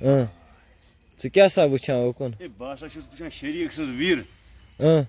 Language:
Kashmiri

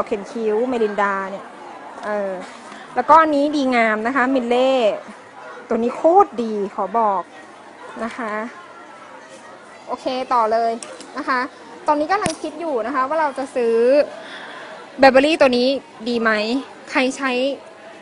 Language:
Thai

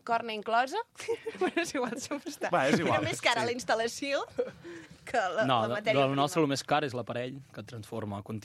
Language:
Catalan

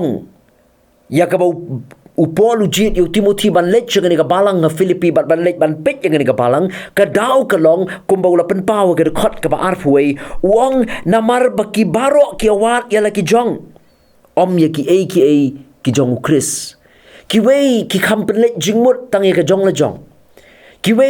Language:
Khasi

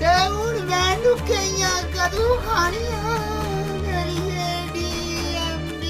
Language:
Dogri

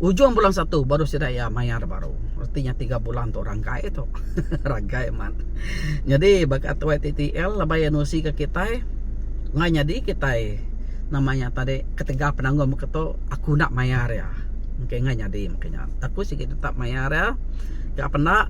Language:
Iban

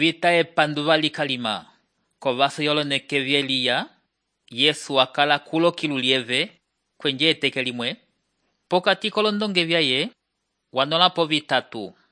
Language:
Umbundu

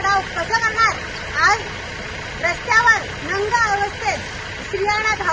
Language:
Marathi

